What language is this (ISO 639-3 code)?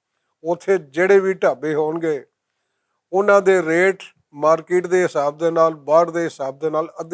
lah